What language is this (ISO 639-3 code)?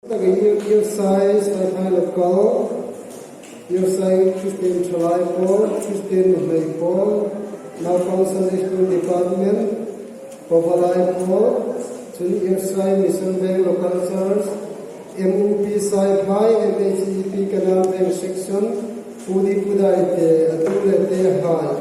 hmr